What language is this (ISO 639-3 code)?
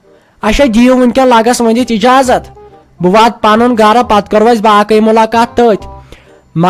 kas